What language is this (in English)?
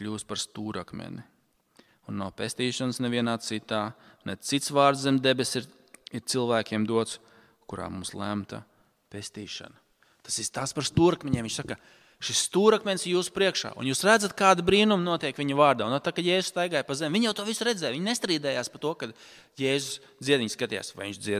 Latvian